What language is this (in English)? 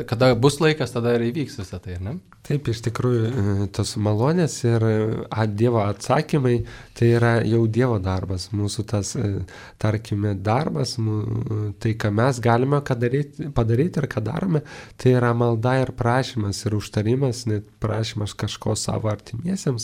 Lithuanian